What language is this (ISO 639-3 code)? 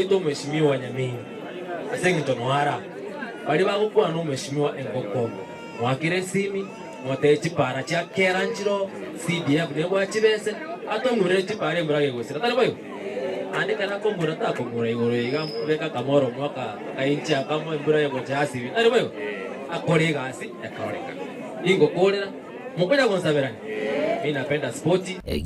guz